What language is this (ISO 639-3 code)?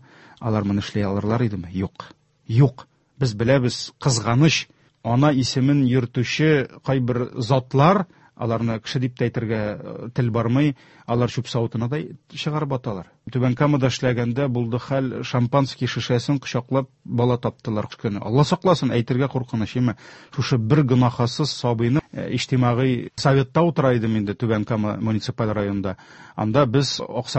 tat